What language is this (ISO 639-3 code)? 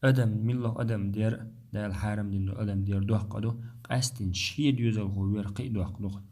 che